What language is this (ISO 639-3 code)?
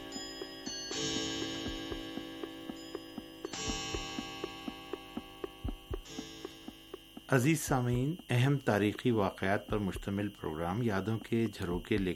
urd